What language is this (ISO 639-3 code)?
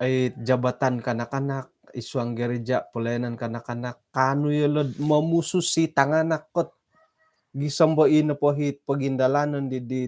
dtp